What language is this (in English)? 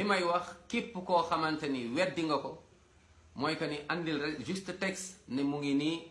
Wolof